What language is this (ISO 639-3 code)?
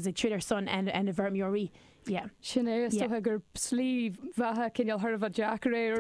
gle